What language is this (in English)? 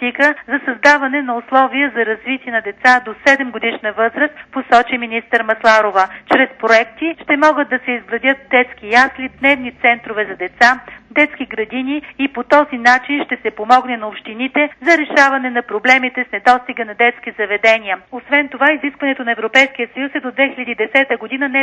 Bulgarian